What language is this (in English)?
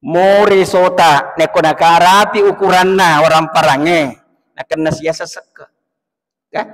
Buginese